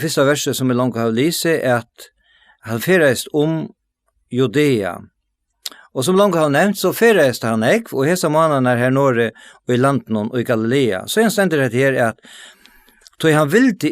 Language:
Faroese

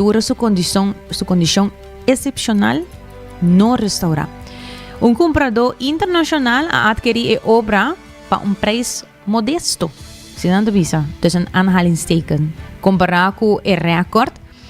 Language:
Papiamento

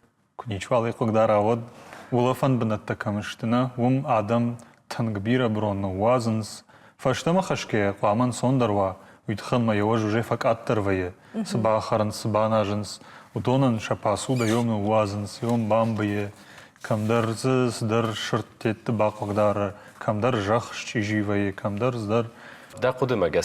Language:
Ossetic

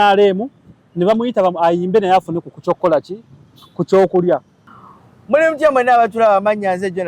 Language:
Ganda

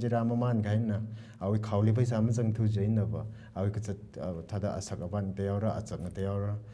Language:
Tangkhul Naga (India)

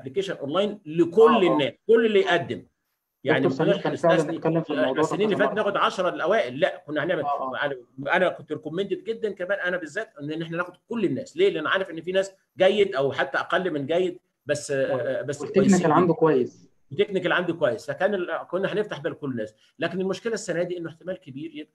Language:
Egyptian Arabic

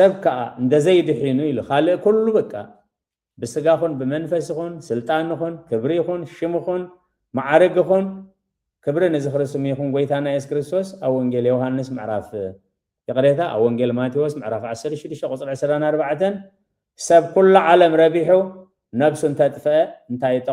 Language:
Tigrinya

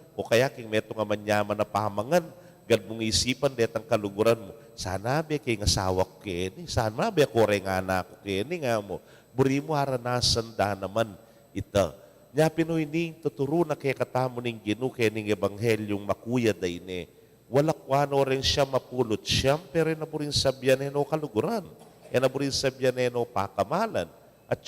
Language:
Pampanga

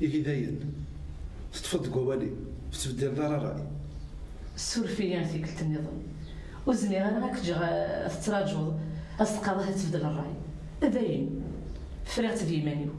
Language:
Kabyle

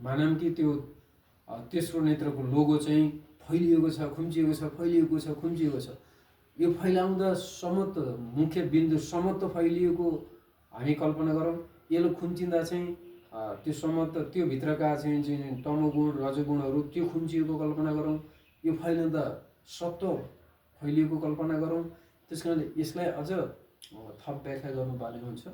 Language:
Nepali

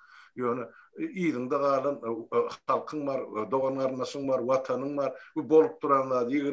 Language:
Turkmen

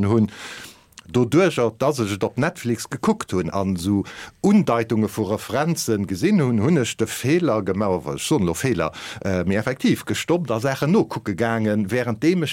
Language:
Luxembourgish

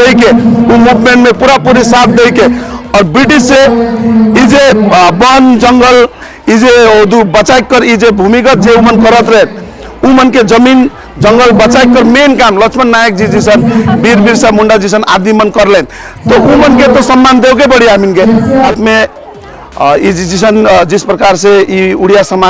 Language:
Sadri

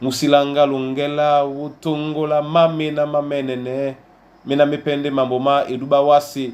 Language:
Duala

